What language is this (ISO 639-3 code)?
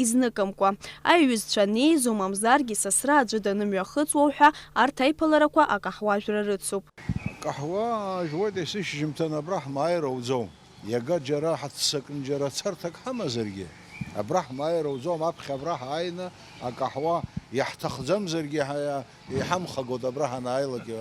abk